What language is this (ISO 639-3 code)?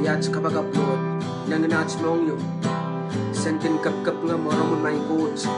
pon